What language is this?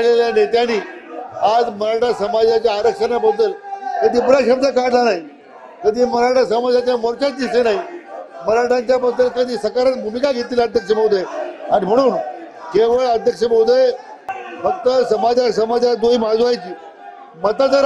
Marathi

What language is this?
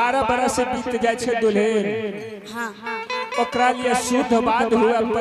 Angika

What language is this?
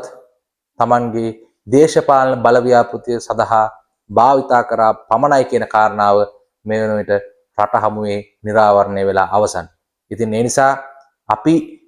Sinhala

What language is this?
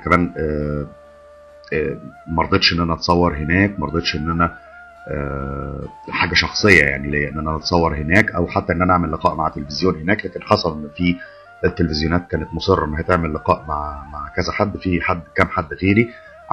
Egyptian Arabic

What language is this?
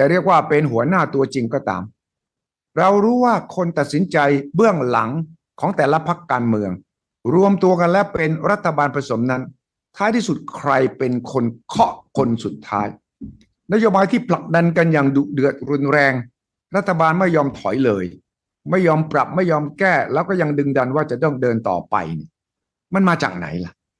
Thai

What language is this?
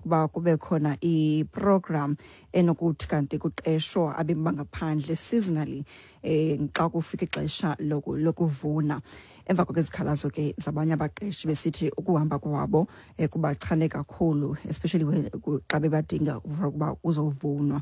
Xhosa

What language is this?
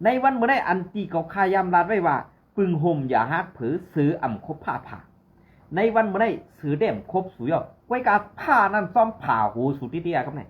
Shan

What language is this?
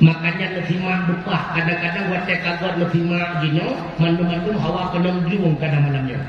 Achinese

